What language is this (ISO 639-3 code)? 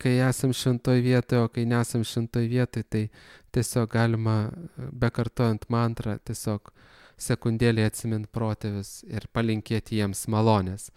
lit